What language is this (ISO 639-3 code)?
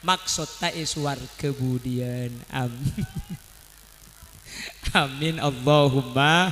mad